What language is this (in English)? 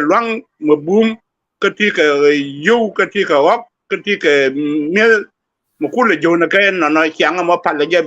Nuer